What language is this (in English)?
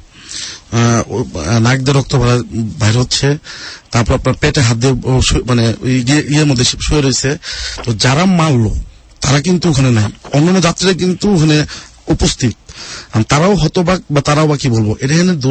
Bangla